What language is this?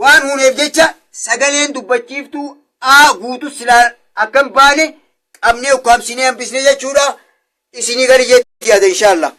Oromo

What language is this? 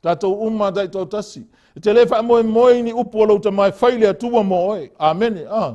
Samoan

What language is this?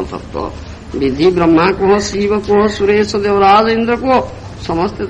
Odia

